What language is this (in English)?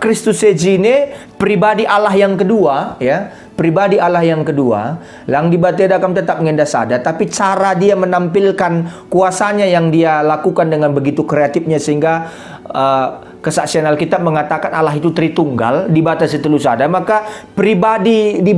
Batak Karo